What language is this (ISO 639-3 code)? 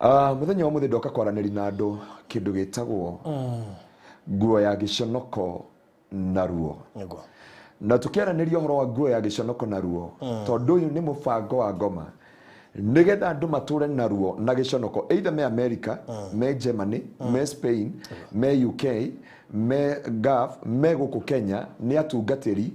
kik